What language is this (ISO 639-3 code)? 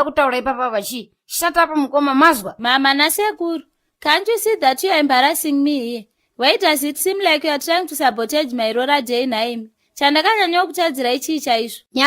sna